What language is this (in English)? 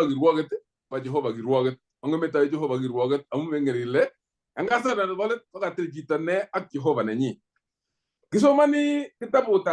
Kalenjin